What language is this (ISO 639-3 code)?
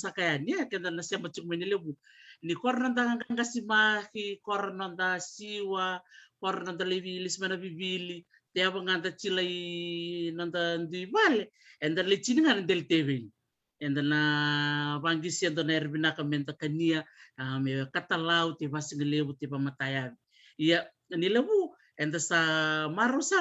fij